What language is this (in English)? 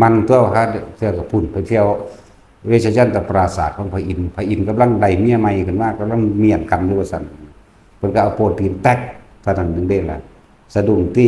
Northeastern Thai